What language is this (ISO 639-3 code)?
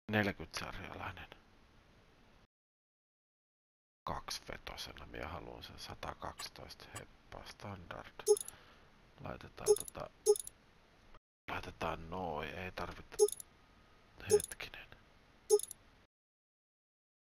fin